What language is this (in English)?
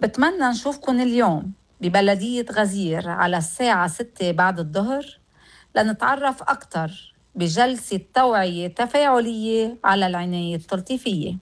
North Levantine Arabic